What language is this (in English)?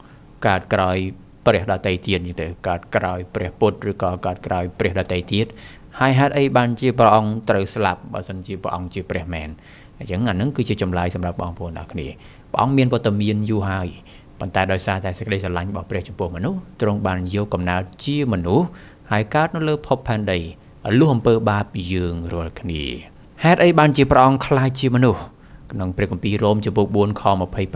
Khmer